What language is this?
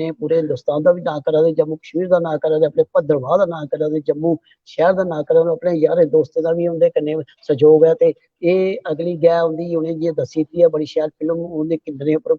Dogri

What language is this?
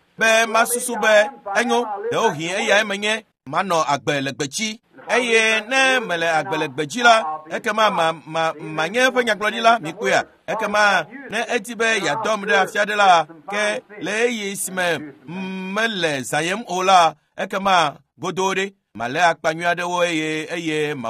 Ewe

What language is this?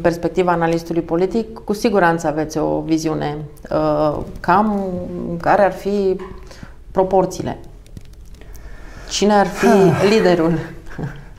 Romanian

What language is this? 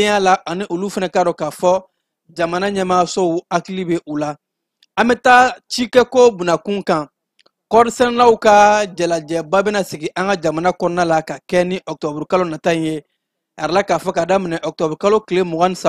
Bambara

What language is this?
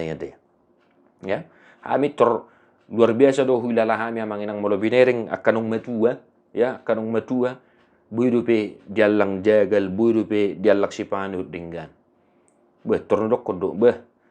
Batak Toba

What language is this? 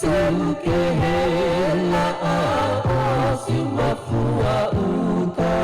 Tongan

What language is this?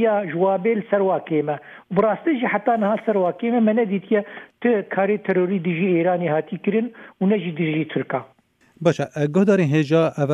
Kurdish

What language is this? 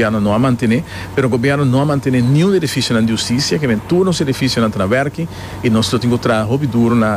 Papiamento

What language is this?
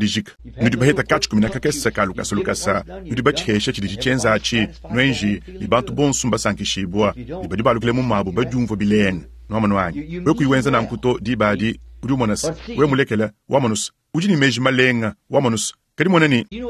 Luba-Lulua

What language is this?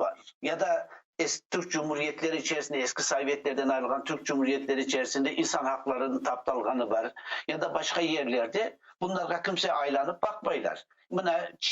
Crimean Tatar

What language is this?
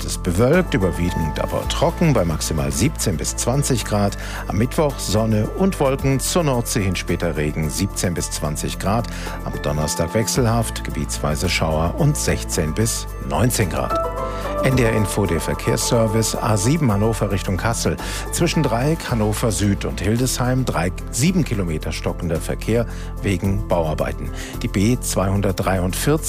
German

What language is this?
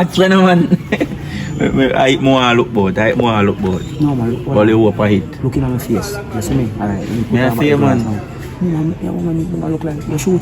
Jamaican Creole English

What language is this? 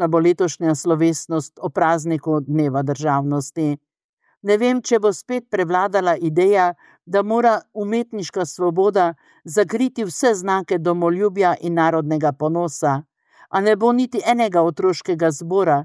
Slovenian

